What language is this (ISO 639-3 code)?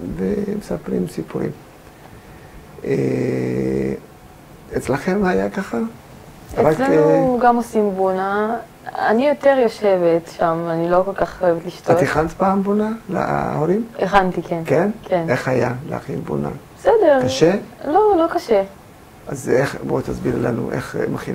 heb